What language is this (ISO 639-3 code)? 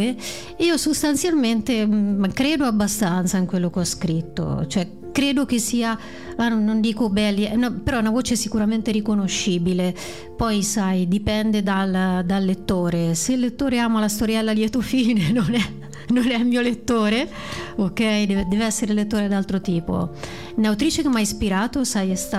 ita